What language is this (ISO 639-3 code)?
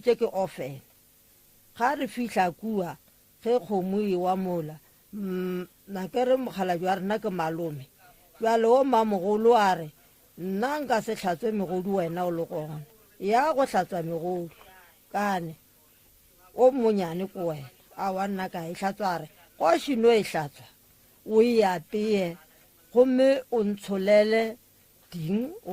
nso